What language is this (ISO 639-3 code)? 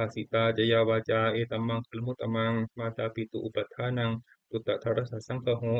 pli